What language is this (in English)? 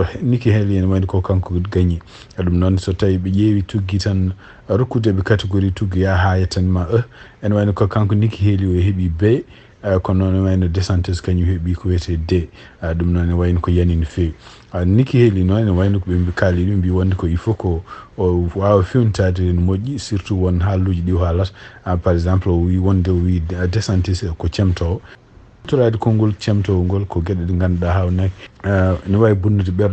Fula